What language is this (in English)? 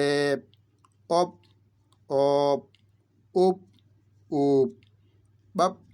Fula